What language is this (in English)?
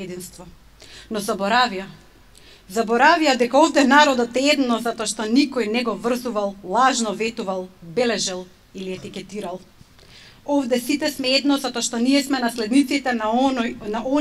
Macedonian